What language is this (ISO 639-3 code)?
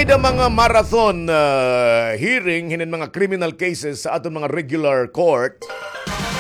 war